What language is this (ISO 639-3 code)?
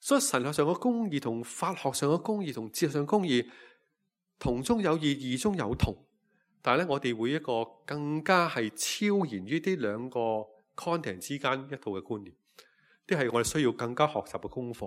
yue